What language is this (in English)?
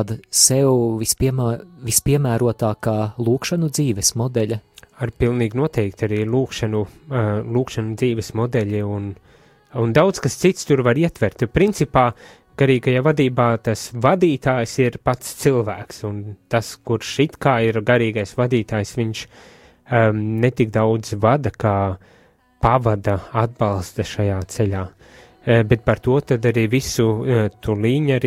Latvian